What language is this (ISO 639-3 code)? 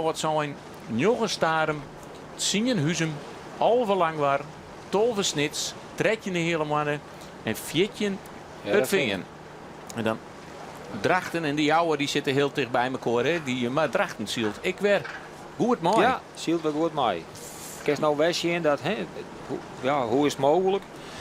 fry